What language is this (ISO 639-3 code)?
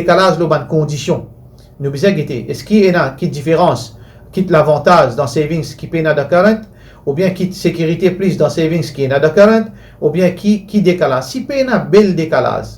mfe